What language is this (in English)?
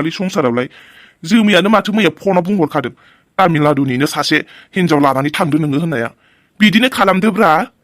Bodo